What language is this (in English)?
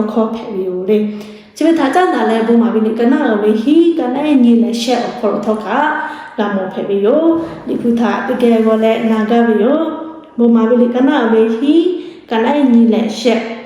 Lahu